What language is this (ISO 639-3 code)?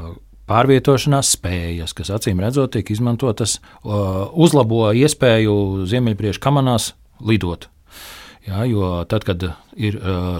lav